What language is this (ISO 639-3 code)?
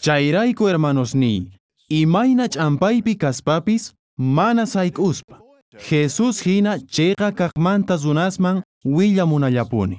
quh